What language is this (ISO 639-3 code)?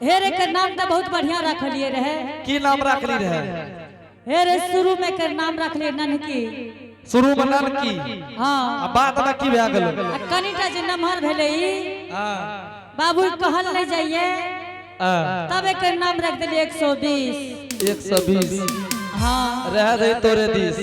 anp